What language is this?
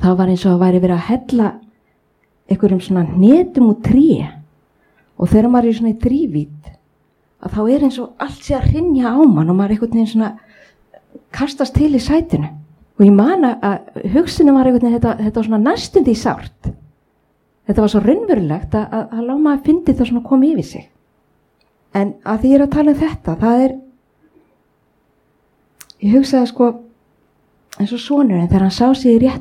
Icelandic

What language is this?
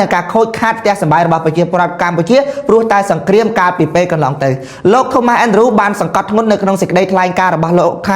Khmer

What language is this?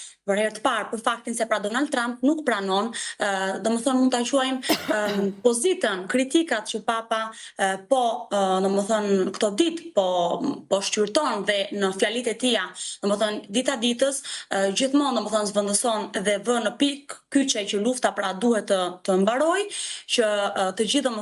Albanian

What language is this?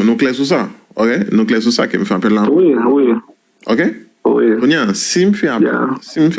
Haitian Creole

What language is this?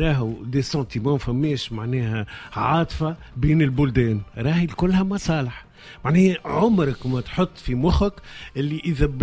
Tunisian Arabic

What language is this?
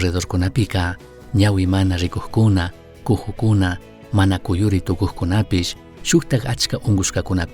Chimborazo Highland Quichua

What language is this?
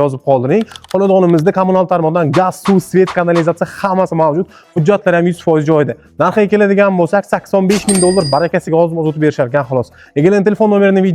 Uzbek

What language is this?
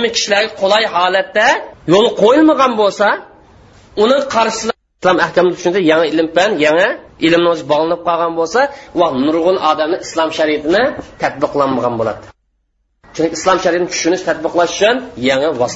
Uyghur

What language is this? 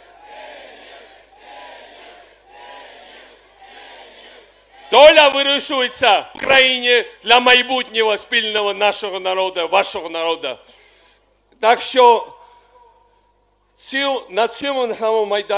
Ukrainian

